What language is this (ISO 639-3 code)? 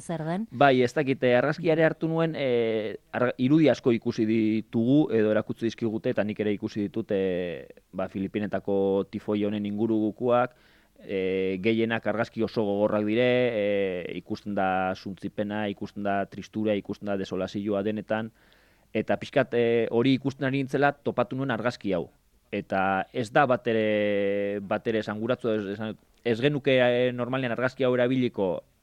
eus